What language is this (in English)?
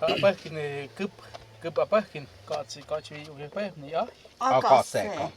Totontepec Mixe